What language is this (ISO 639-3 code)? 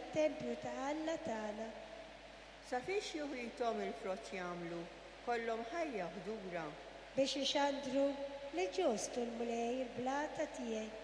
mlt